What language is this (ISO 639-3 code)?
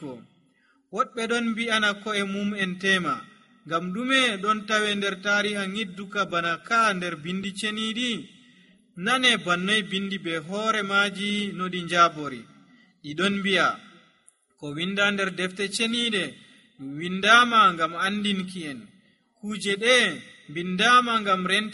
fuv